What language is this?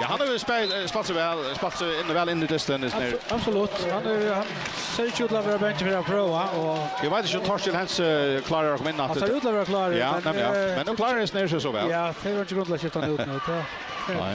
Faroese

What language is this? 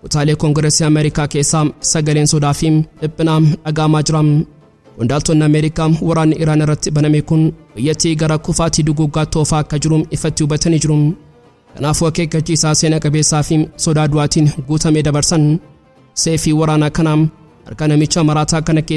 Oromo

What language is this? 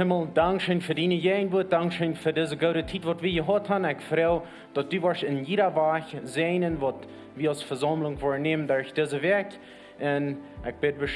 Plautdietsch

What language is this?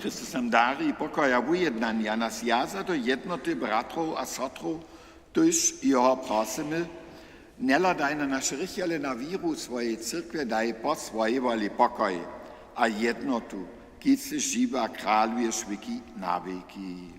Upper Sorbian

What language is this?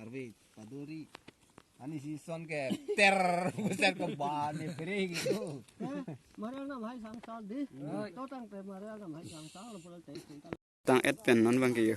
Karbi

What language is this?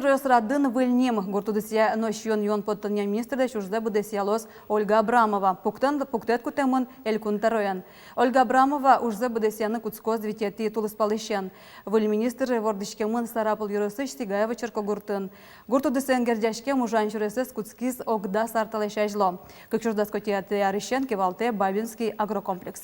Udmurt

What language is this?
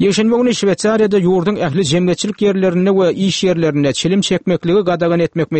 Turkmen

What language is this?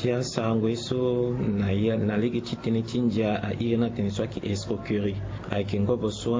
Sango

